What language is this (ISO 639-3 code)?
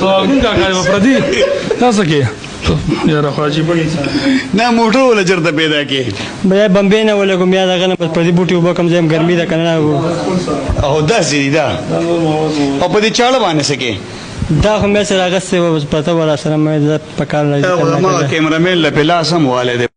pus